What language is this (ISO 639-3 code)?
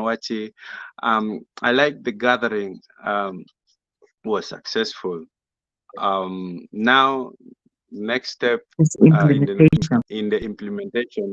ach